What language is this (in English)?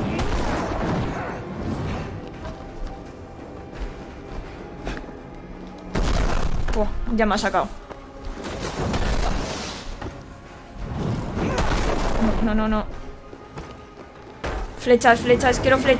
Spanish